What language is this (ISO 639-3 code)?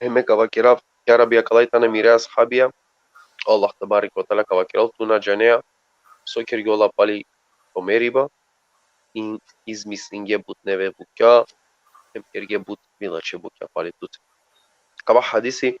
rmn